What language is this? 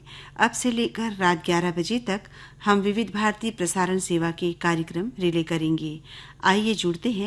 Hindi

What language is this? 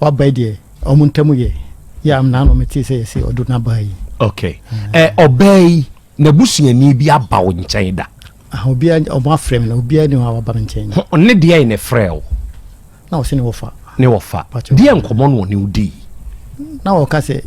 Akan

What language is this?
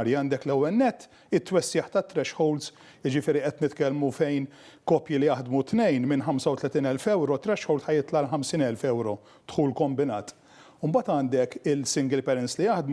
Maltese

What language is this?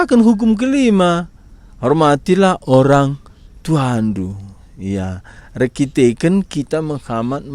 Batak Karo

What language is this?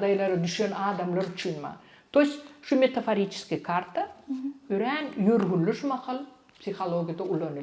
Turkmen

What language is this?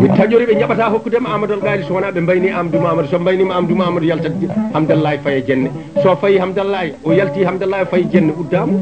Fula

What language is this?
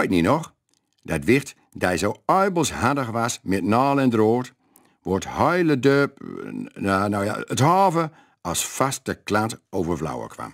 Gronings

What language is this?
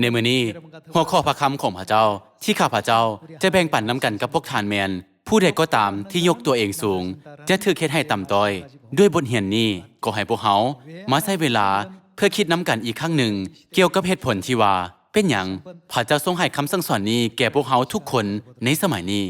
Lao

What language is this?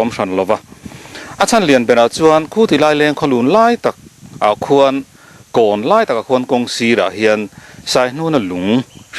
Mizo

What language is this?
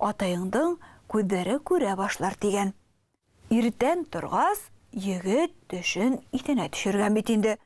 Bashkir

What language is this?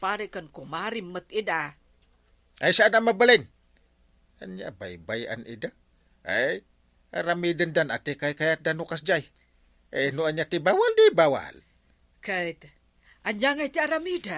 Iloko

